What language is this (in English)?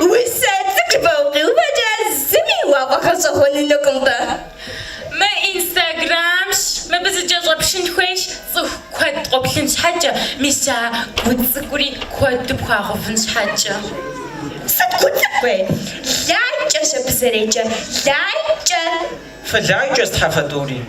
Kabardian